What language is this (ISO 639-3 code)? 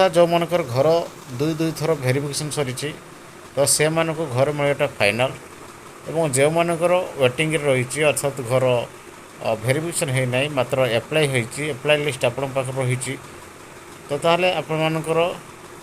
ori